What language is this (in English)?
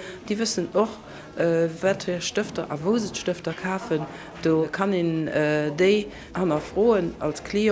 Luxembourgish